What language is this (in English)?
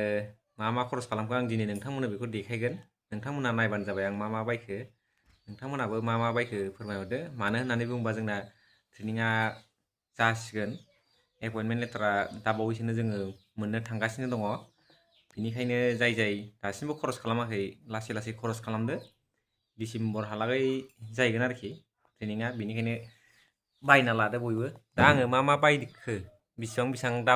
Bodo